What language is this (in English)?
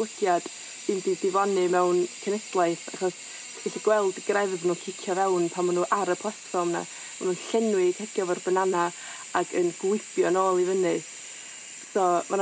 Welsh